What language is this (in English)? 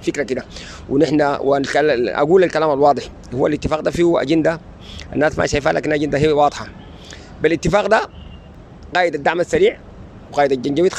Sudanese Arabic